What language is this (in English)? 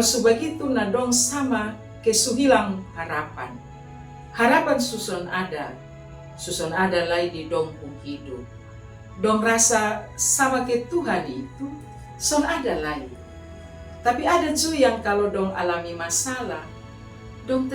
Kupang Malay